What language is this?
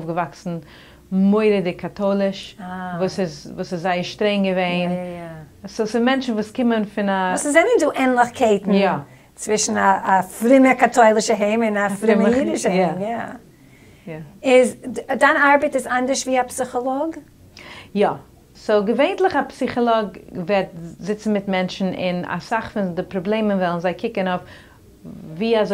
Yiddish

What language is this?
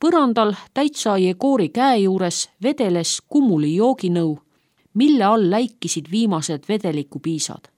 Estonian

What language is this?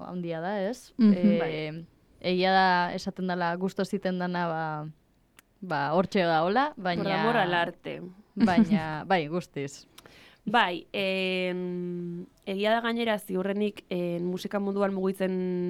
Basque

